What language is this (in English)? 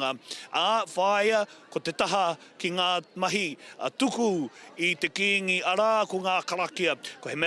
Māori